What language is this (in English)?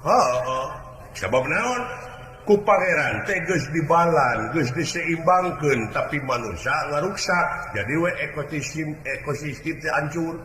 Sundanese